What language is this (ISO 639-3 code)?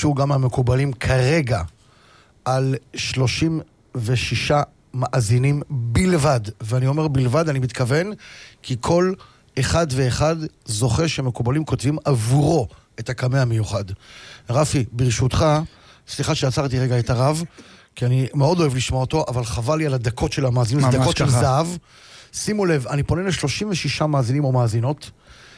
heb